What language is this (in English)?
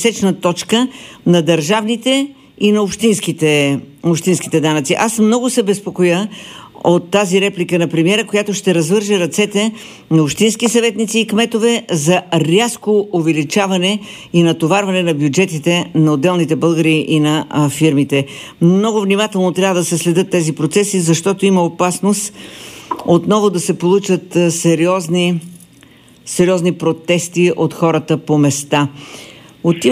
Bulgarian